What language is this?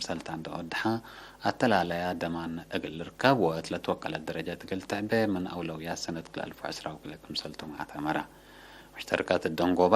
Tigre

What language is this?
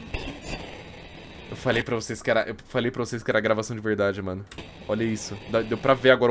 Portuguese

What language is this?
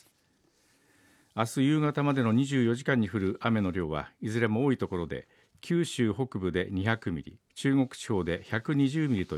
Japanese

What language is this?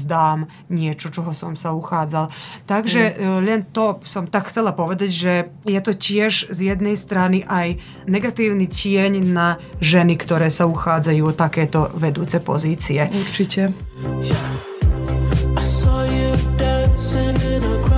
Slovak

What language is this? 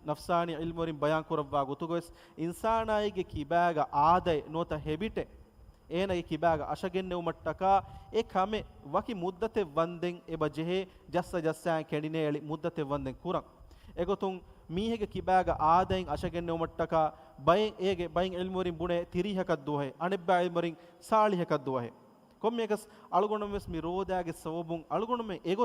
Divehi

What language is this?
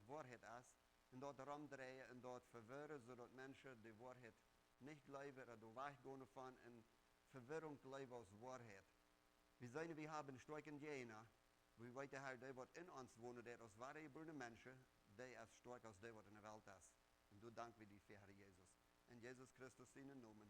Plautdietsch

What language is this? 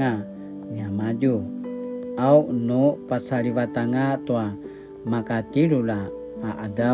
Paiwan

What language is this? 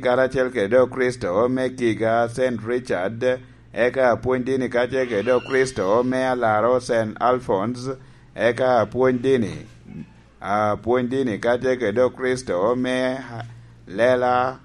Lango (Uganda)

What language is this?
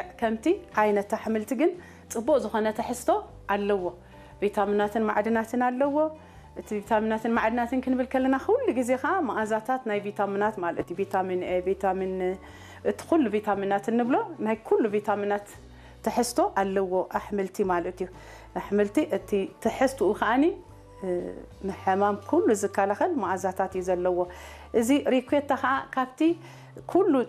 Tigrinya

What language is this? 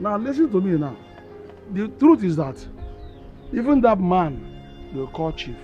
Nigerian Pidgin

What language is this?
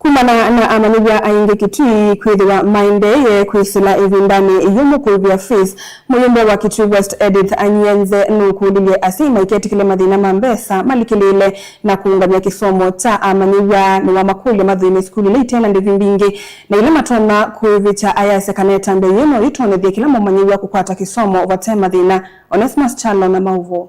Kamba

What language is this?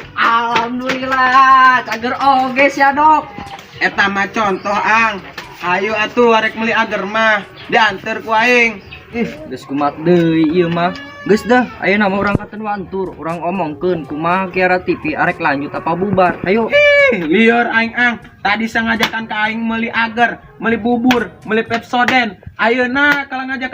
Sundanese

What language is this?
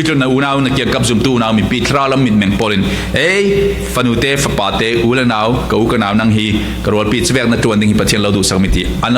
Falam Chin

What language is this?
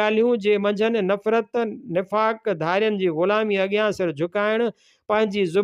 Sindhi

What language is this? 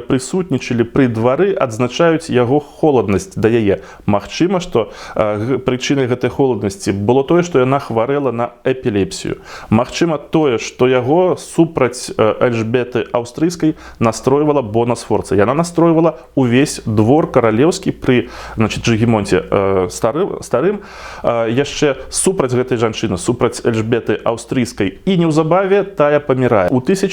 Belarusian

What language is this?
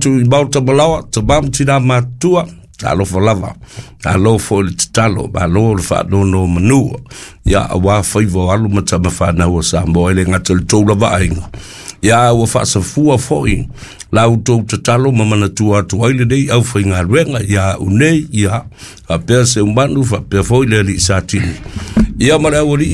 Samoan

